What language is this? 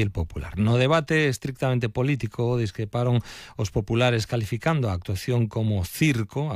Galician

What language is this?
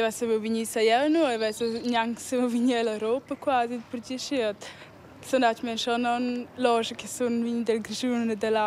Romansh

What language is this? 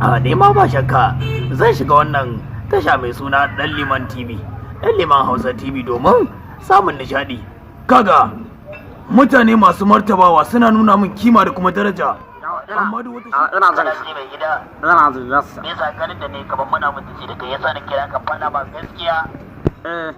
Hausa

